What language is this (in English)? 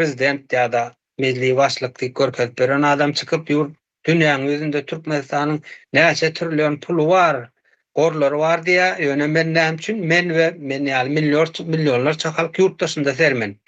Turkmen